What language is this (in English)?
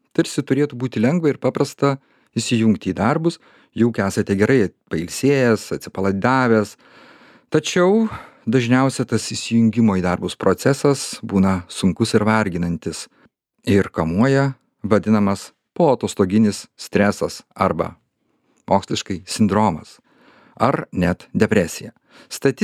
Lithuanian